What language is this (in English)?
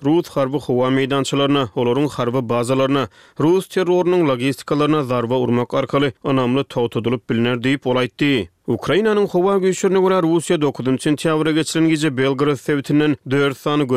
Turkmen